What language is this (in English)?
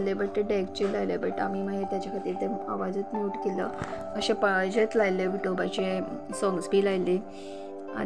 Konkani